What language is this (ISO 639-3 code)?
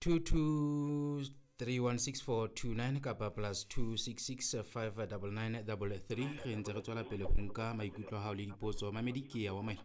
sot